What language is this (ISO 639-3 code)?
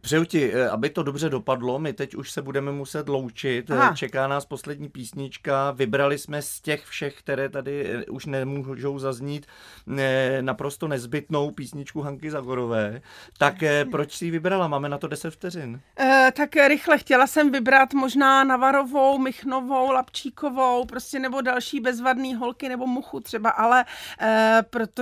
ces